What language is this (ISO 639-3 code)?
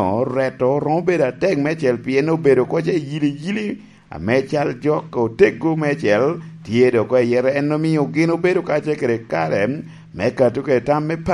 laj